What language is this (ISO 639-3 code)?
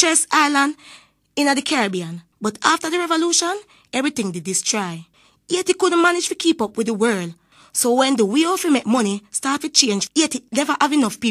jam